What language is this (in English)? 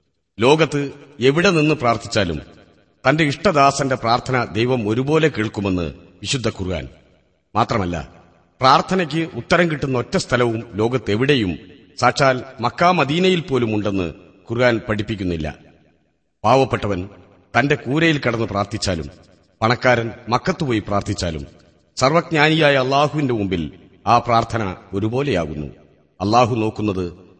Malayalam